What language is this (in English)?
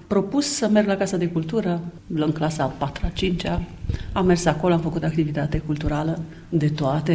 Romanian